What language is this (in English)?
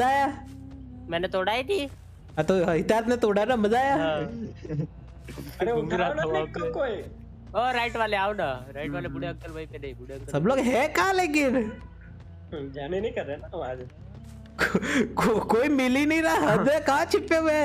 Hindi